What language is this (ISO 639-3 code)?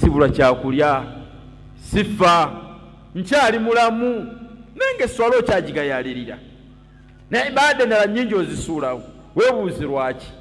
lug